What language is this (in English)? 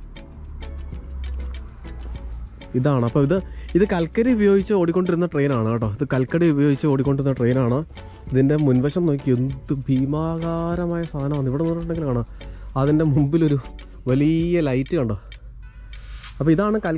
Malayalam